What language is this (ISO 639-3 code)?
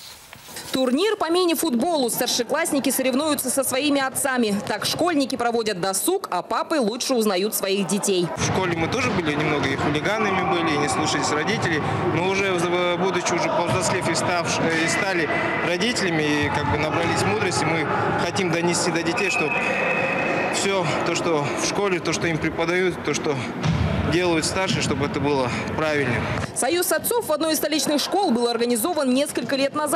rus